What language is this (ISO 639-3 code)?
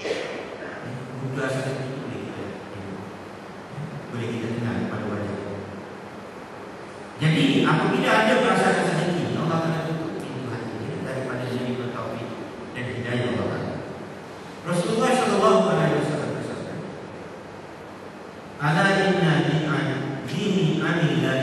msa